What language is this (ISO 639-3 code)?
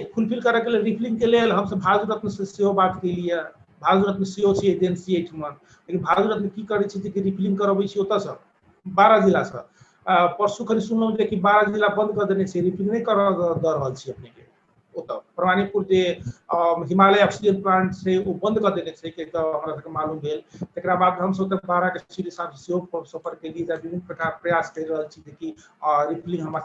mai